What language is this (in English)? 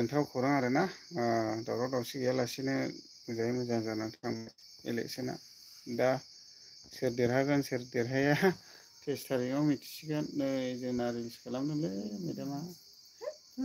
Bodo